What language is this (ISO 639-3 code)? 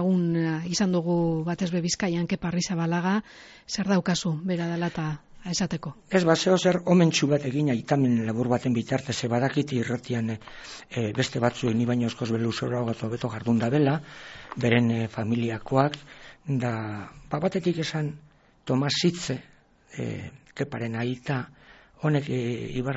eus